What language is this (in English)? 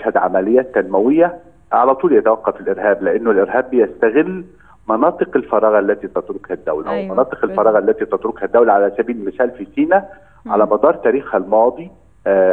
Egyptian Arabic